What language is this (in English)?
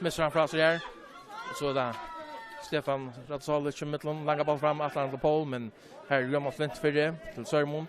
Faroese